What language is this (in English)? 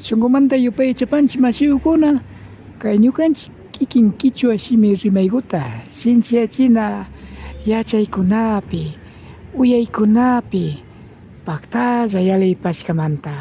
Imbabura Highland Quichua